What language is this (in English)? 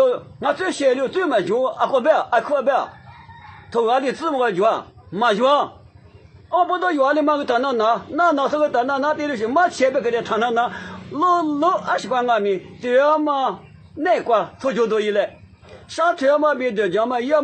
Lisu